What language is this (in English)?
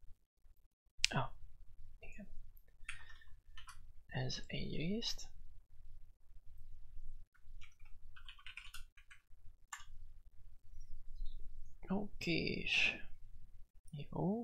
Hungarian